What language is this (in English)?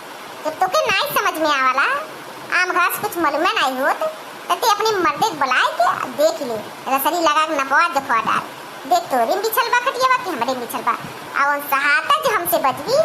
Awadhi